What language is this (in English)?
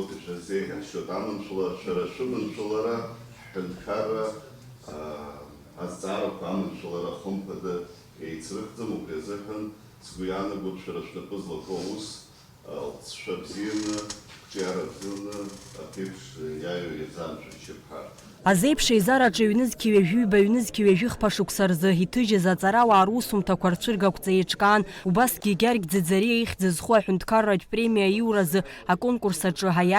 Abkhazian